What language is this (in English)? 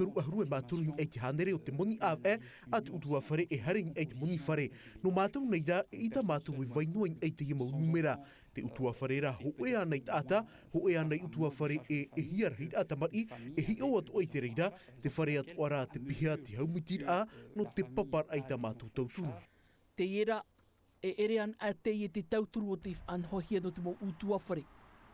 Tahitian